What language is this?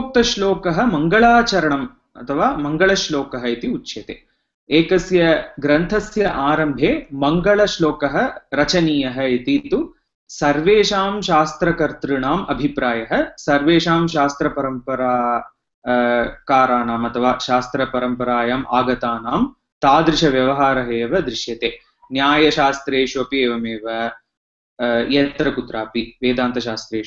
Sanskrit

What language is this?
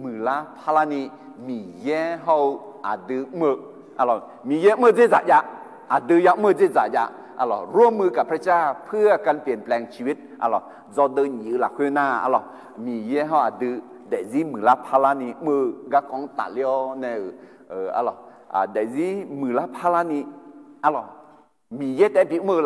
Akha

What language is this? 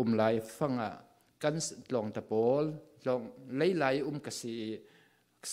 Falam Chin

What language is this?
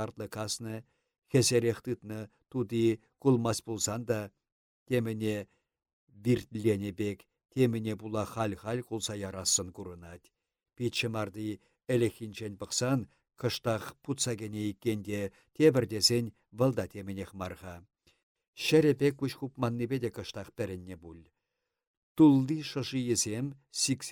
Chuvash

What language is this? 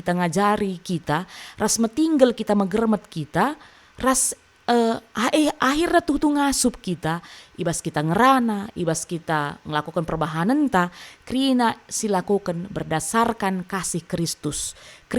Batak Karo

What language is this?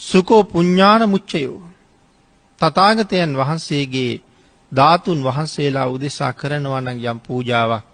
Sinhala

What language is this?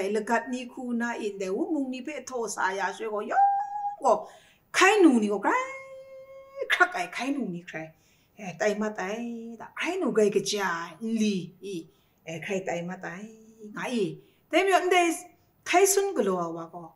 Kachin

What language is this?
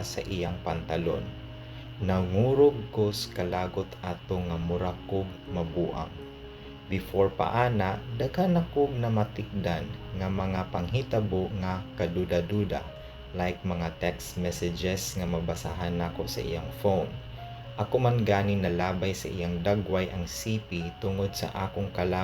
Cebuano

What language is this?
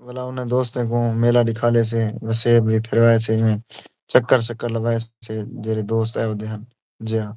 Saraiki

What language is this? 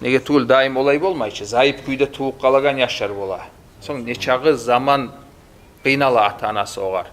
Kumyk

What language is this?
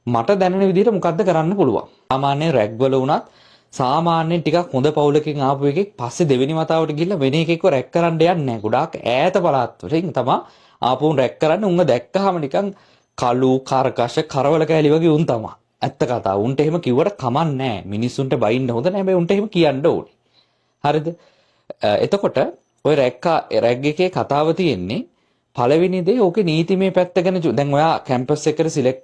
Sinhala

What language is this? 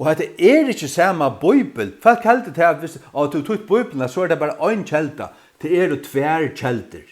Faroese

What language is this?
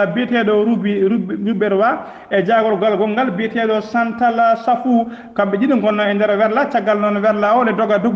Fula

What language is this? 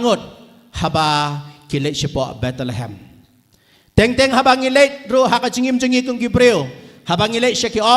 Khasi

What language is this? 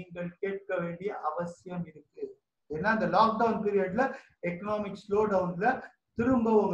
Tamil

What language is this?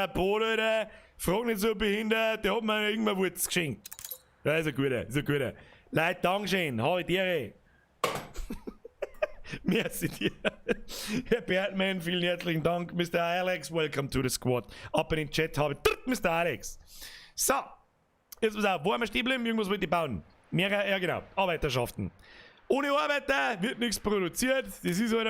Bavarian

